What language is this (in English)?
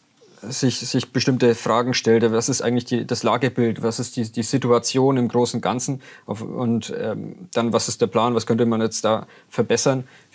German